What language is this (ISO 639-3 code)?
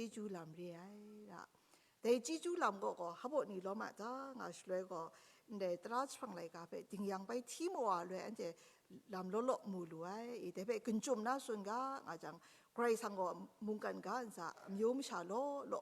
kac